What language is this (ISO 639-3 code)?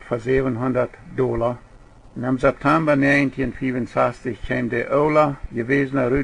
pdt